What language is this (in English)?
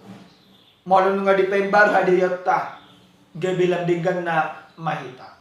Batak Toba